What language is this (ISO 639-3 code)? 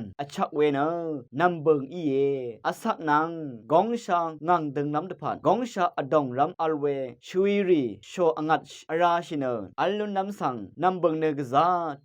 raw